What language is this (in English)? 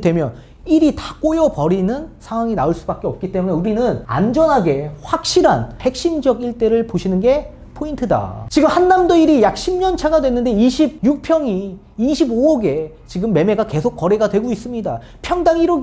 Korean